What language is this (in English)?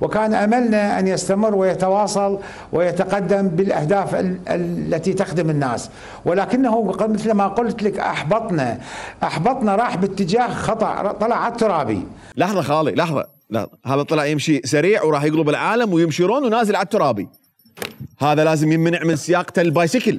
Mesopotamian Arabic